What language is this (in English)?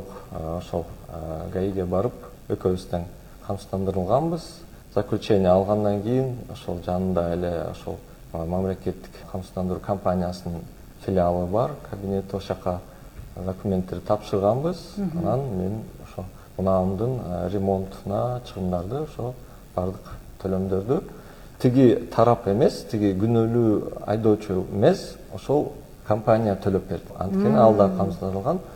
Kyrgyz